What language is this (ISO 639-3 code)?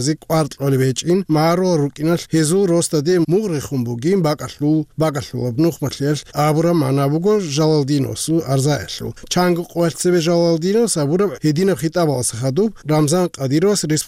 ava